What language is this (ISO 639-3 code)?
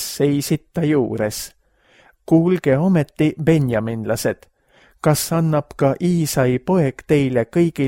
est